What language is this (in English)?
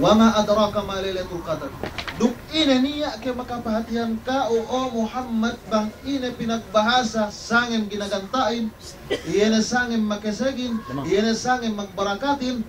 Yakan